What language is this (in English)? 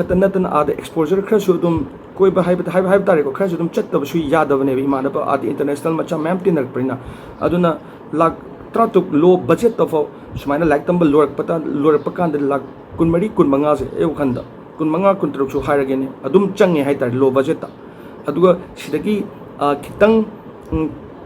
Manipuri